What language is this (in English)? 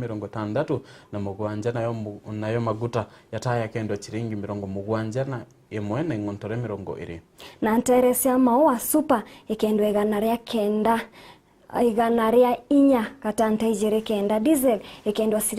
Meru